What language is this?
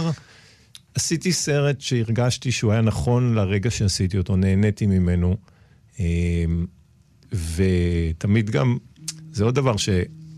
Hebrew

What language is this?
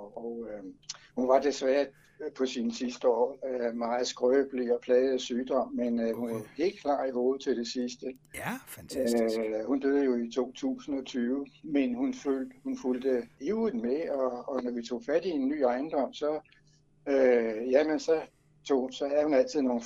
Danish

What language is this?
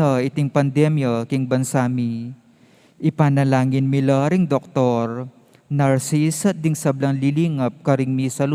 Pampanga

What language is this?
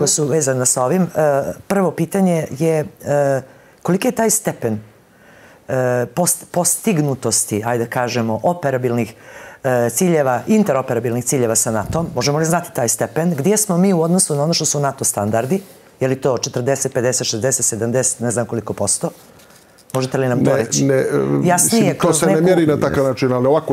Bosnian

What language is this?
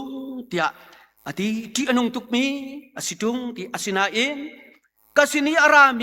Hakha Chin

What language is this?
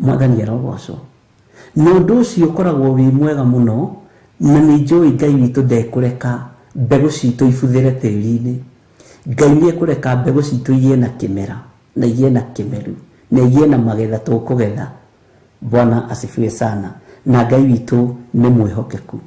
Kikuyu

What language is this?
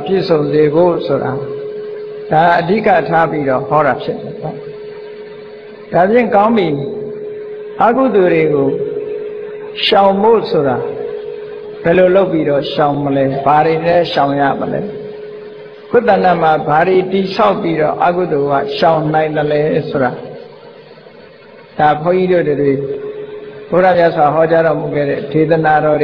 Burmese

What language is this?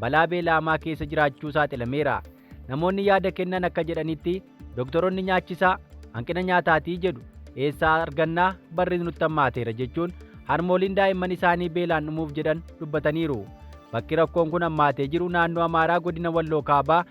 Oromo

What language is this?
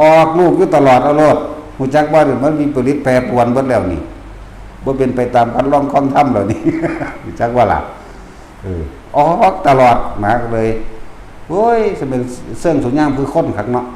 Northeastern Thai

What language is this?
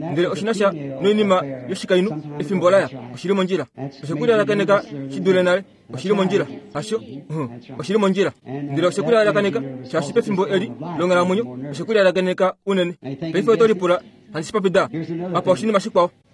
Kuanyama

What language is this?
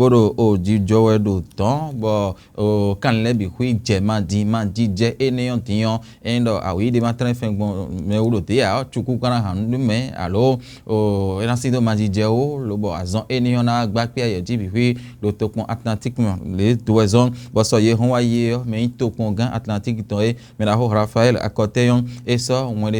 Fon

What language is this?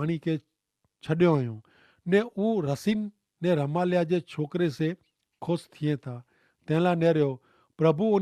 Kachhi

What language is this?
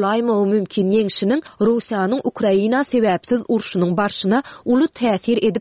Turkmen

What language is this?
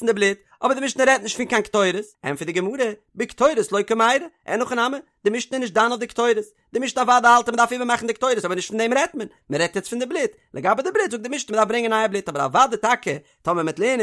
Yiddish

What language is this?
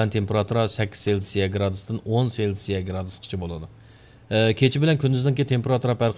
Uyghur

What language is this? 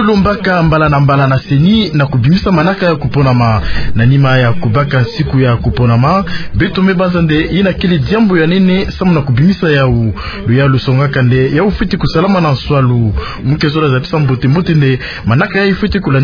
Kituba (Democratic Republic of Congo)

